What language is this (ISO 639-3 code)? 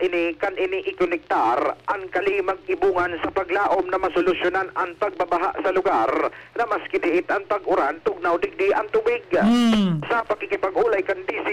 bik